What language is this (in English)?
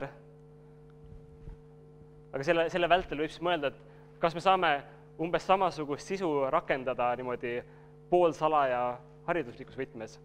Estonian